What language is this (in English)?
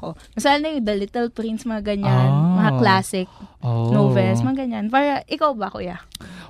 Filipino